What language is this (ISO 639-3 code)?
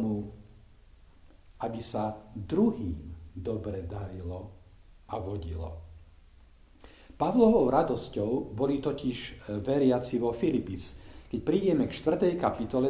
slk